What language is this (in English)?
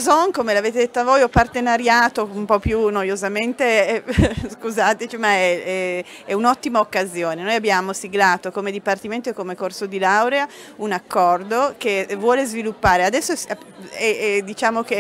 Italian